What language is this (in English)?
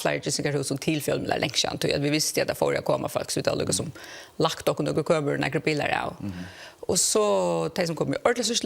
Faroese